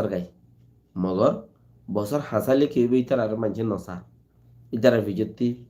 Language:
Rohingya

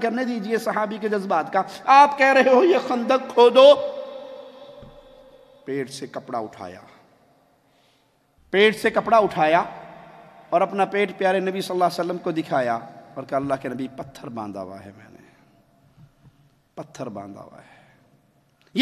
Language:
Urdu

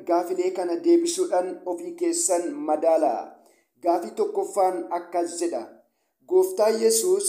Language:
Oromo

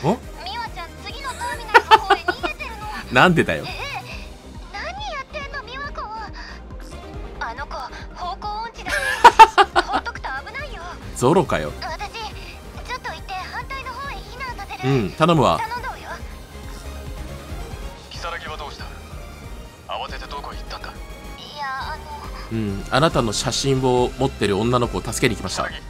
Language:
Japanese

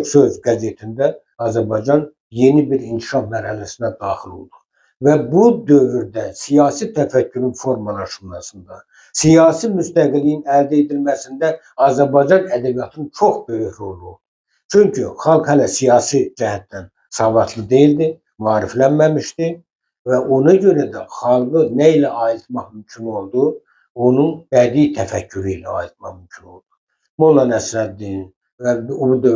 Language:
Azerbaijani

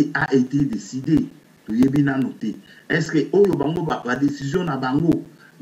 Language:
Lingala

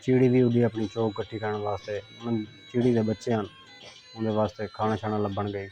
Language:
Saraiki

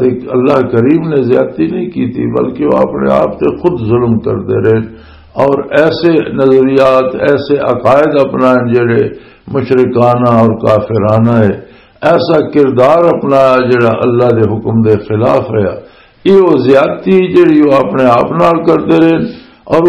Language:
Western Panjabi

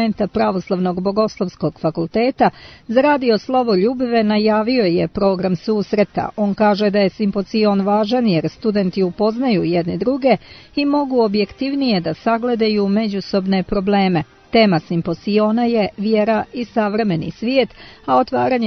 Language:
Serbian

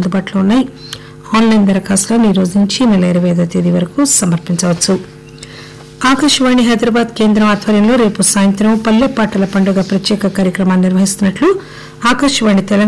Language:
Telugu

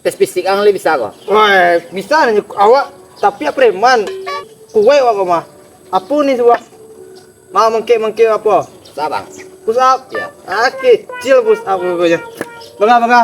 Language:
Minangkabau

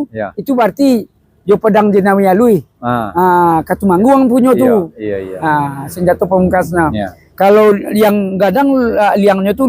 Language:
Minangkabau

